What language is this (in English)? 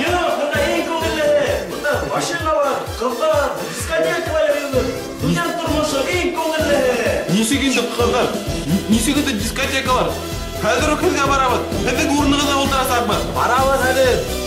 Bashkir